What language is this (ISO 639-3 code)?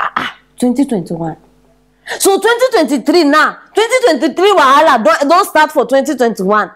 pcm